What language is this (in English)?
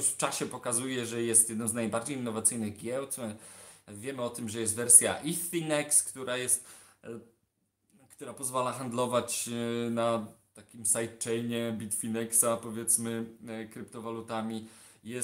Polish